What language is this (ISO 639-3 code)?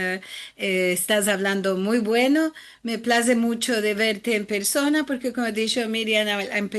lad